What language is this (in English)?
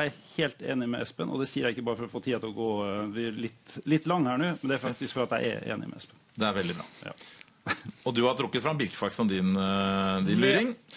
Norwegian